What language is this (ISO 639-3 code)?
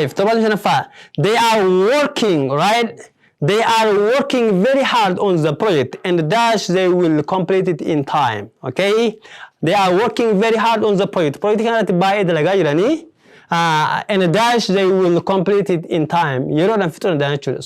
orm